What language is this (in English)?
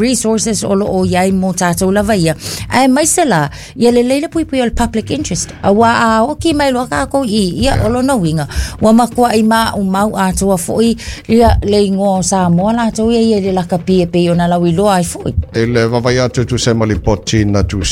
Samoan